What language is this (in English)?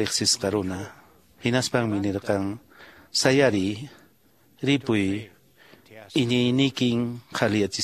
Quechua